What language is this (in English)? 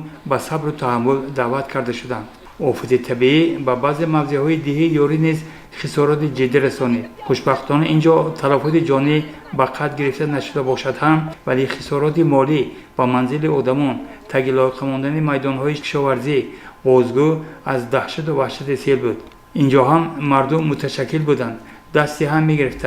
Tajik